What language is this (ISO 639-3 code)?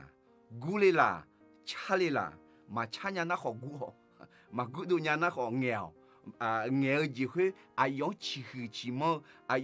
ahk